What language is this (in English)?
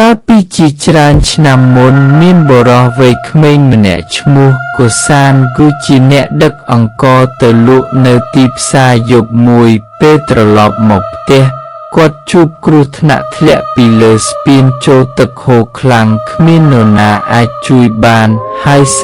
Khmer